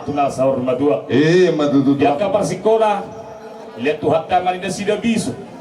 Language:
Batak Toba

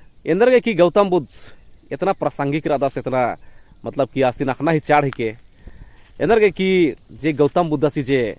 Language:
Kurukh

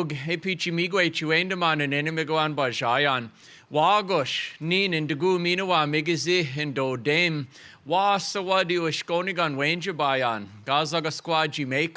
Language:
Chippewa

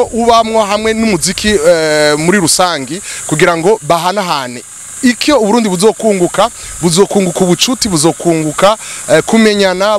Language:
Rundi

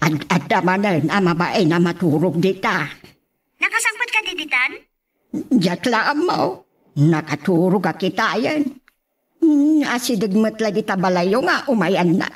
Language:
Iloko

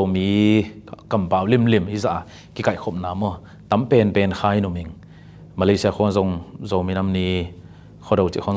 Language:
Tedim Chin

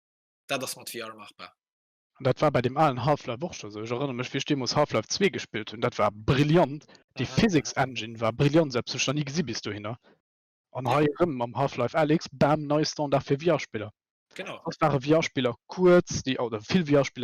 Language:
Luxembourgish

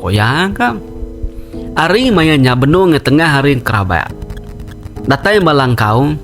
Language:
Iban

